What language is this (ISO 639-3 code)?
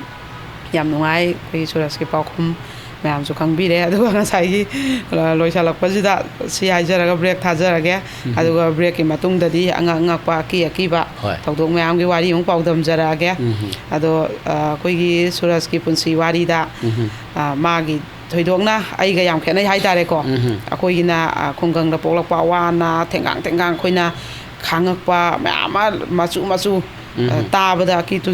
mni